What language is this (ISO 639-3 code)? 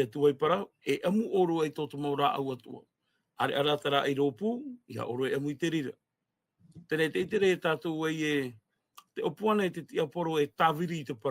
tah